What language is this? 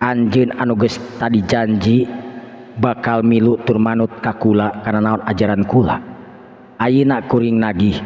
Sundanese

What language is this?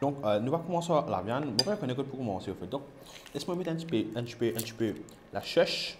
Morisyen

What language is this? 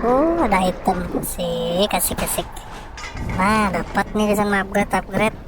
Banjar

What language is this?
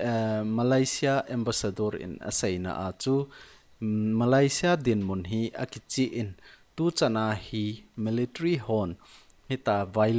Thado Chin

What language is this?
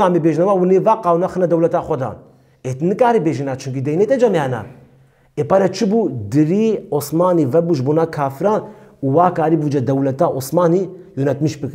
Kurdish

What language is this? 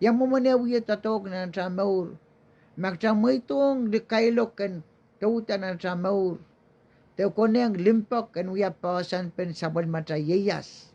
Pohnpeian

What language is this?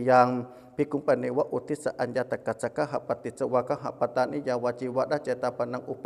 Pali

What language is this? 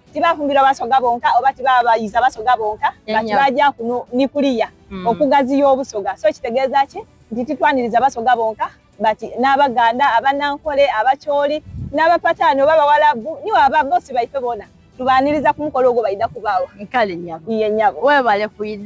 Soga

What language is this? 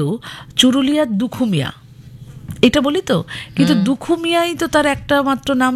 Bangla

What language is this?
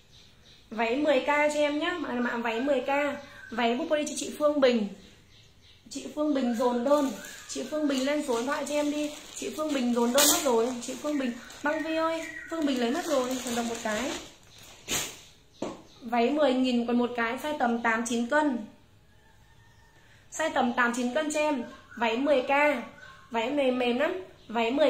Vietnamese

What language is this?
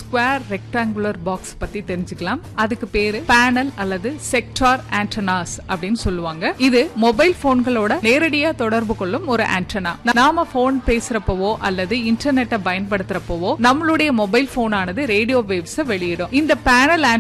Tamil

